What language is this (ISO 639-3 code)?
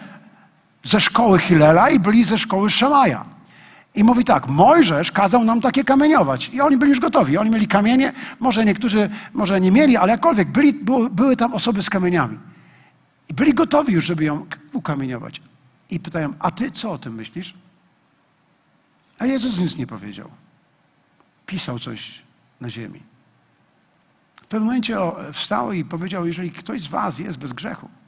pol